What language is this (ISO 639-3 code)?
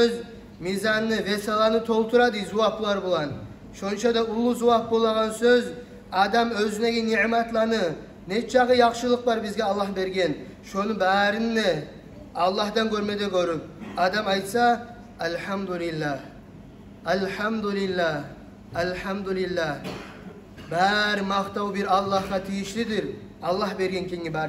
kum